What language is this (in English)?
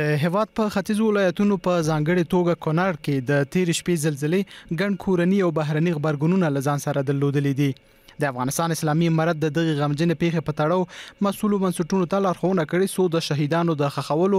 Pashto